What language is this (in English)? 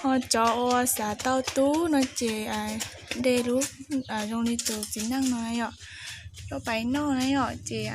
Hmong